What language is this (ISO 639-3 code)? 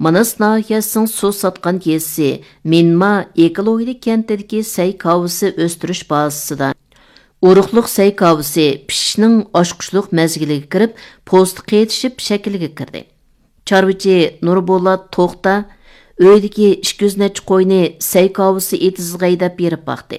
uig